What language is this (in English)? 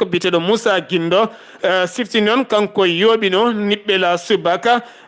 Fula